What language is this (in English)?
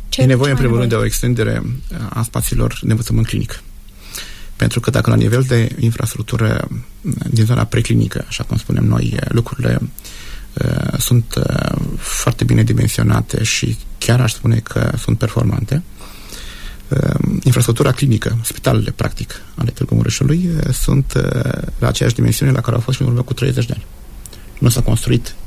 Romanian